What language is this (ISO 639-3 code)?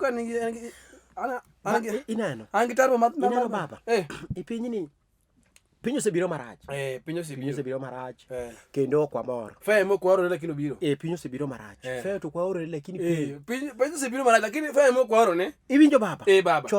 luo